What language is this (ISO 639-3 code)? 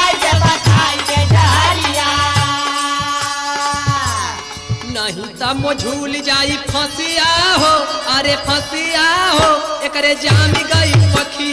bho